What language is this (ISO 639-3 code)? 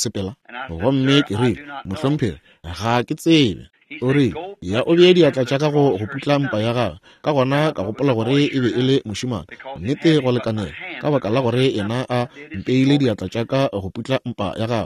nso